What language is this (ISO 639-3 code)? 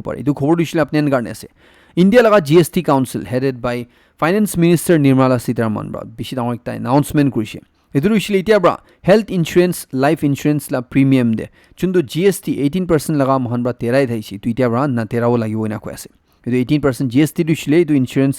nag